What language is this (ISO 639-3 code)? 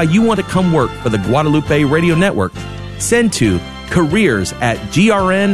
eng